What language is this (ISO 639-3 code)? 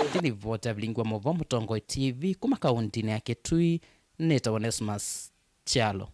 kam